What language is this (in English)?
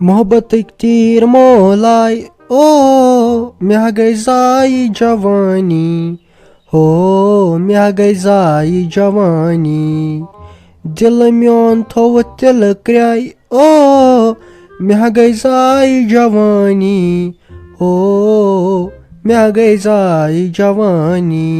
Kashmiri